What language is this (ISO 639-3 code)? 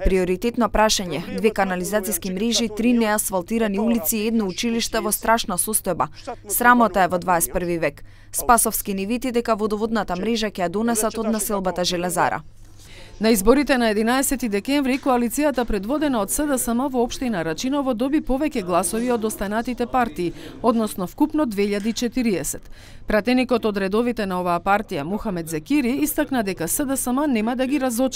mkd